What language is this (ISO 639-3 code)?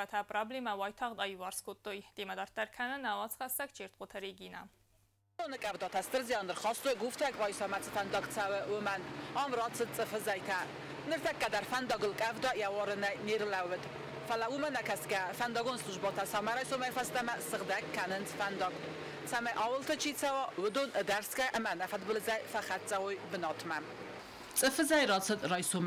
oss